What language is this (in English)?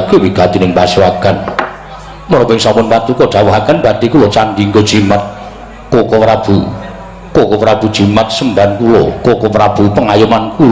Javanese